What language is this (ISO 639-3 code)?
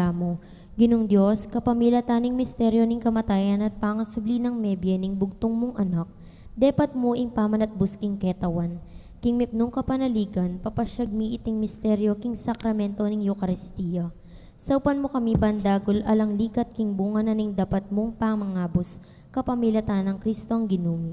pam